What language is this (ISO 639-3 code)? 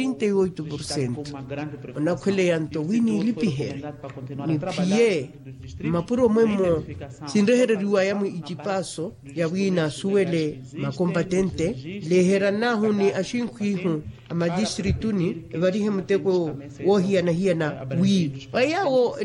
vmw